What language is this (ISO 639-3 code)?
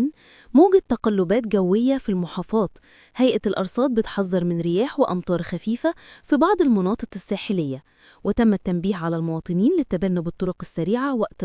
arz